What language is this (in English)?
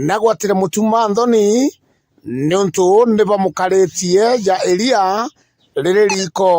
Meru